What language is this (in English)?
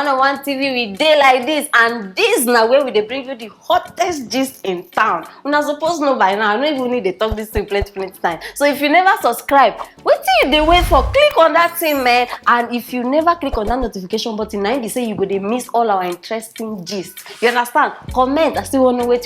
Nigerian Pidgin